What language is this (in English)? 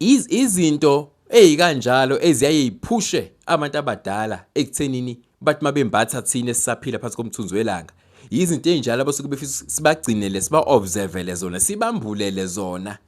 Zulu